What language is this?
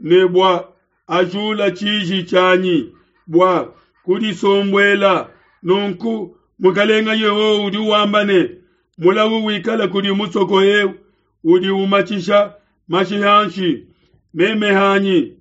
Luba-Lulua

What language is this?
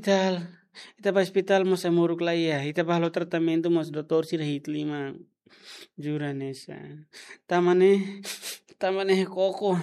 Tetum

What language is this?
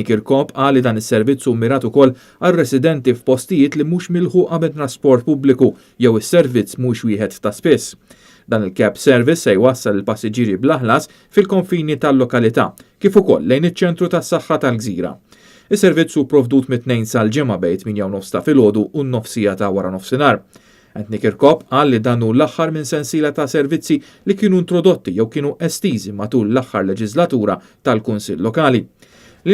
Maltese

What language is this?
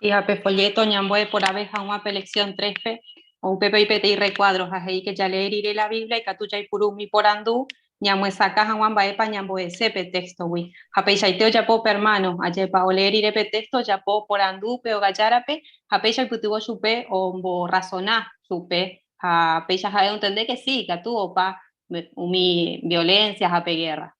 Guarani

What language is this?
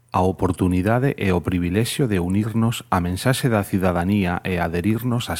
Galician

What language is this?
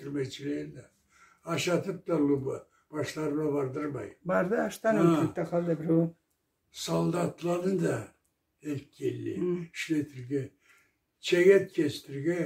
Karachay-Balkar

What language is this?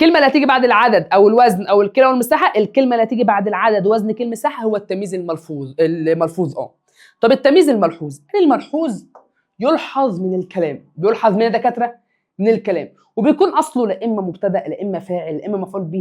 Egyptian Arabic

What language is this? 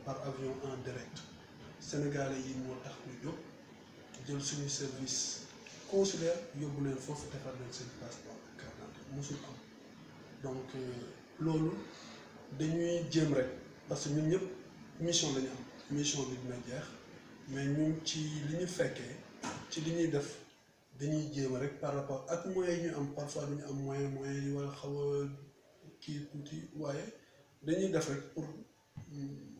Wolof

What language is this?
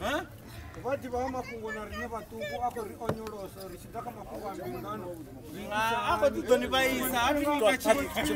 Venda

